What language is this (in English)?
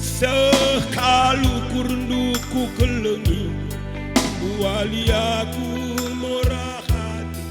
Batak Karo